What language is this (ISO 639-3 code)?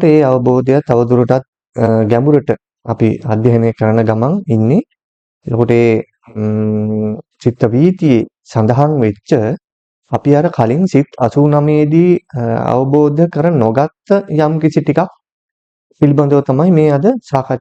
sin